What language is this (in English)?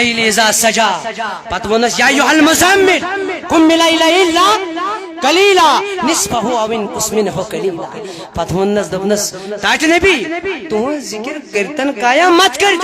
Kashmiri